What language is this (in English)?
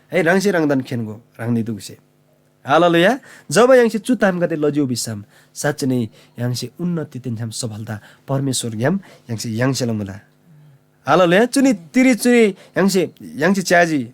Eastern Tamang